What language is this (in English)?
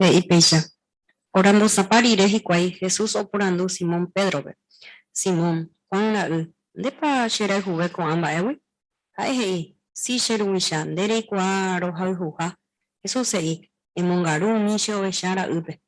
Guarani